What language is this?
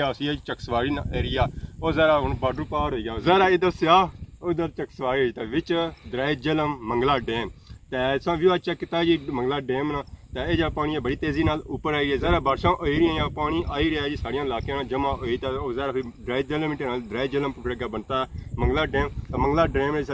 Pahari-Potwari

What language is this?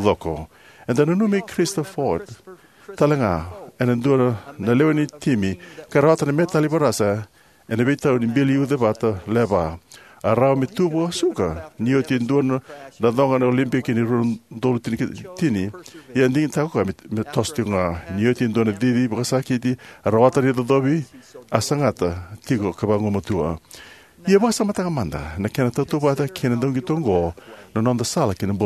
Fijian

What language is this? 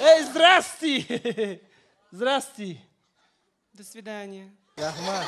Tajik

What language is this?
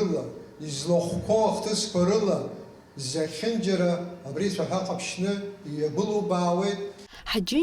Abkhazian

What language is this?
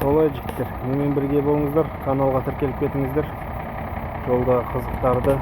Kazakh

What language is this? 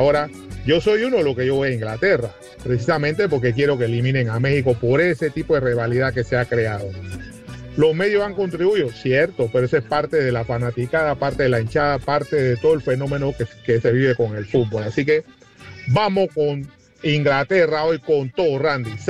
Spanish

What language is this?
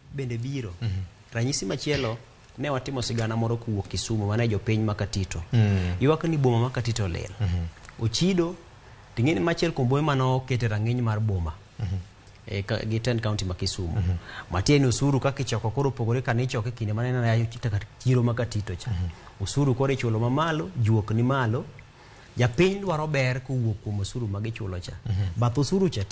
Luo (Kenya and Tanzania)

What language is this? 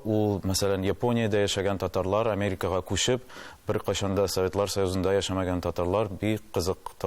Tatar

